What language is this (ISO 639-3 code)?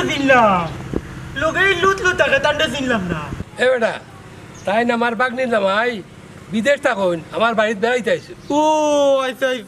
syl